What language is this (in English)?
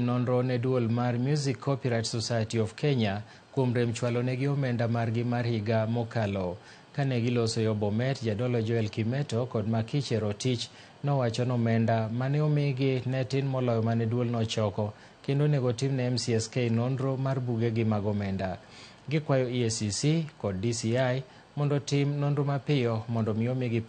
Luo (Kenya and Tanzania)